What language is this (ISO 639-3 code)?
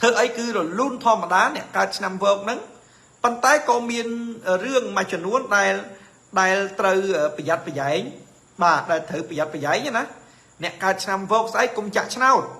khm